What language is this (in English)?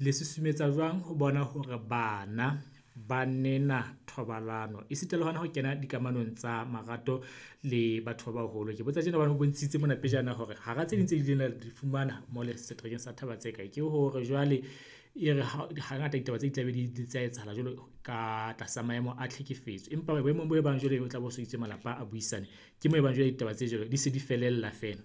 Southern Sotho